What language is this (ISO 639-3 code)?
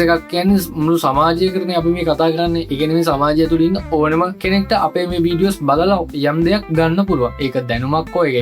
sin